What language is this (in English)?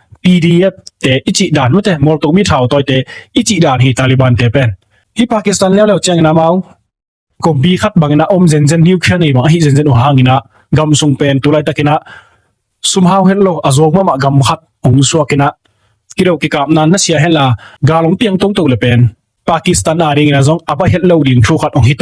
Tedim Chin